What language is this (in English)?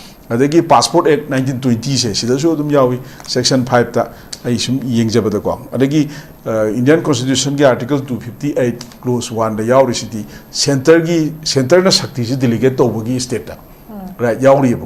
Manipuri